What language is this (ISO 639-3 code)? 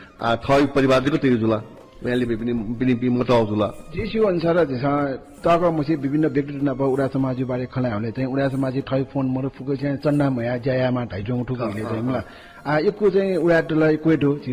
new